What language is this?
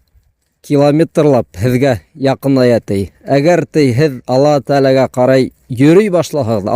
Bashkir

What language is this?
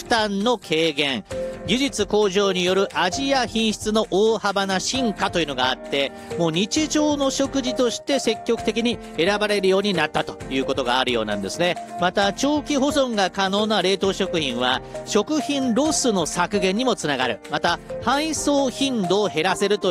Japanese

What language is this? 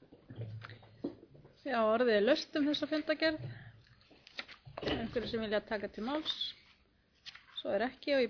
Icelandic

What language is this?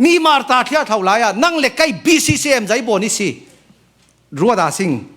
Falam Chin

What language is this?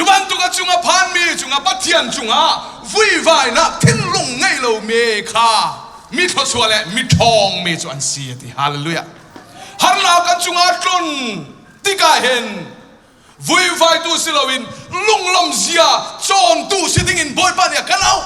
Hakha Chin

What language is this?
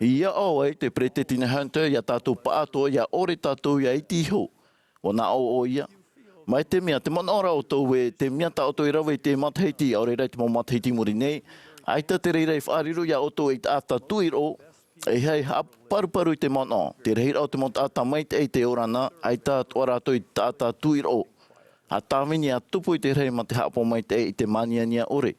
Tahitian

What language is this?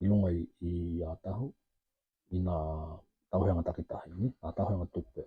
Tokelau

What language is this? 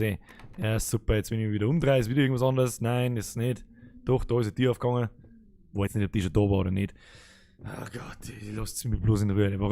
Bavarian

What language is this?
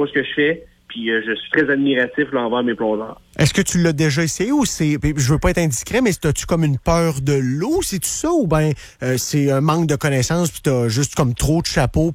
French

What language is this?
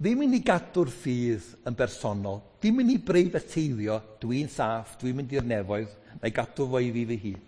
Welsh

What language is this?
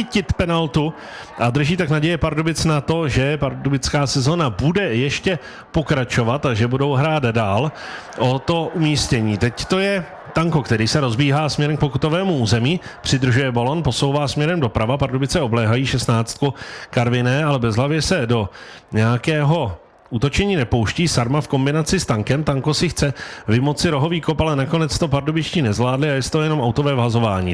Czech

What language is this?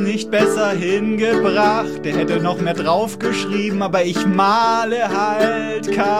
German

